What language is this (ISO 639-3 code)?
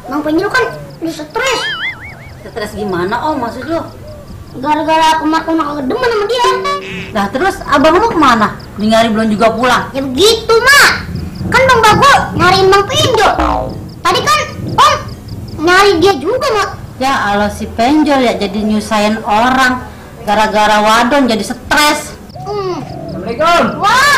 bew